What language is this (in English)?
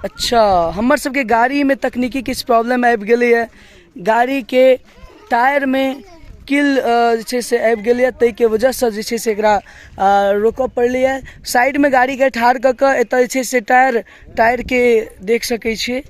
Maithili